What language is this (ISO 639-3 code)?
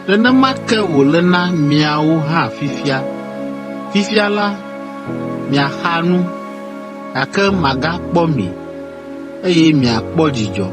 ewe